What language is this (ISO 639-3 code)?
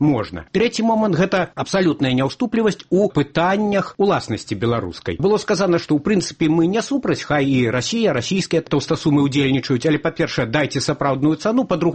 bel